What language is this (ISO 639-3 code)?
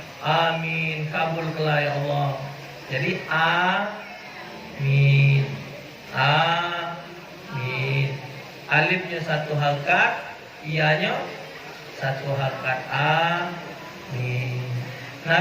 mui